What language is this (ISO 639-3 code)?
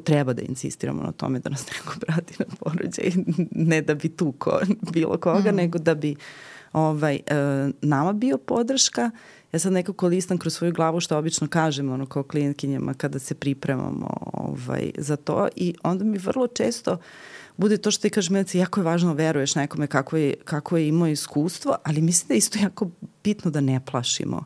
srp